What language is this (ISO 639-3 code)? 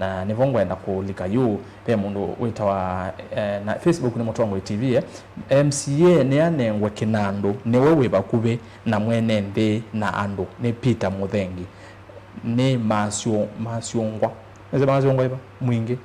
kam